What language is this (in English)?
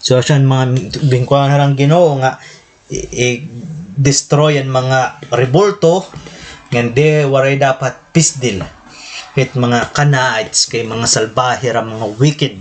Waray